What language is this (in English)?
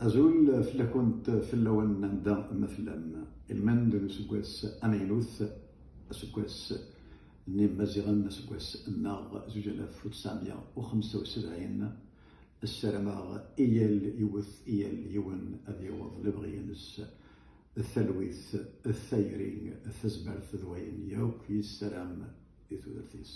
Kabyle